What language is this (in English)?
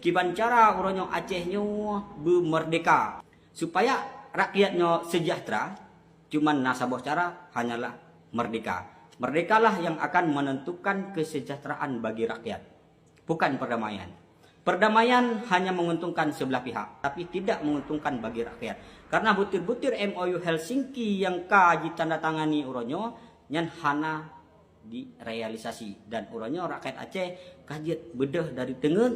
Achinese